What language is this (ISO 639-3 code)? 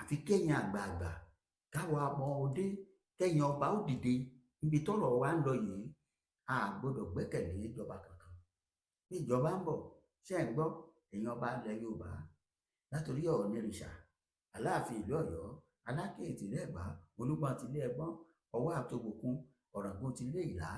yor